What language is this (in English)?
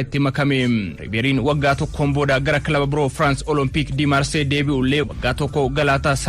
Oromo